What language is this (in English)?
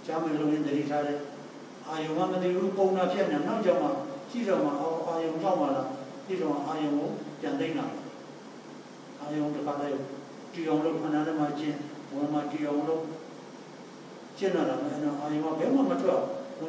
Burmese